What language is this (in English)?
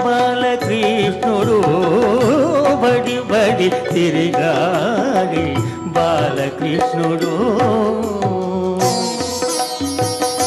Telugu